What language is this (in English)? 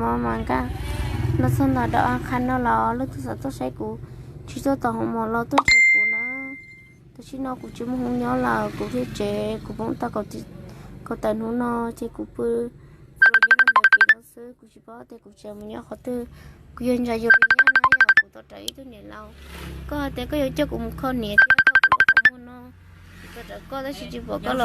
Hmong